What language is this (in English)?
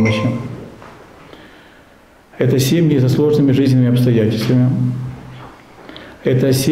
Russian